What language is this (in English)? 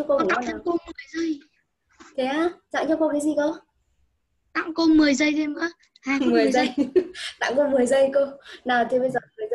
Vietnamese